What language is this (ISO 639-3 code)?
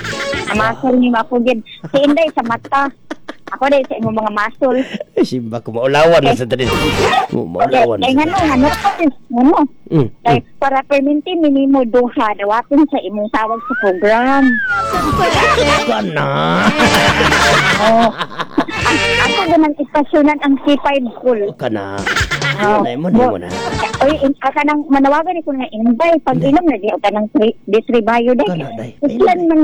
ceb